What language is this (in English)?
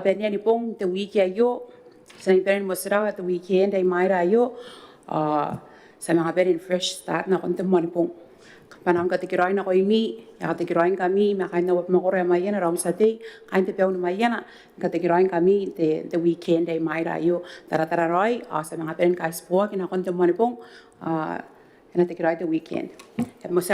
Gilbertese